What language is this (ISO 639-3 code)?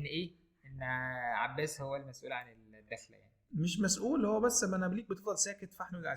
arz